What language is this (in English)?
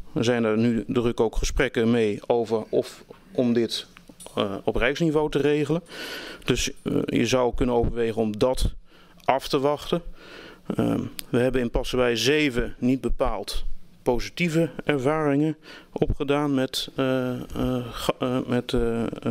Dutch